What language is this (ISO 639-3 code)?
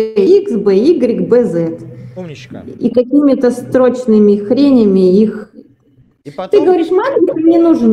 rus